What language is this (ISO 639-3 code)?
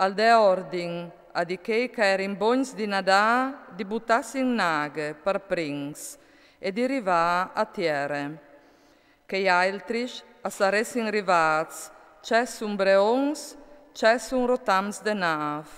fur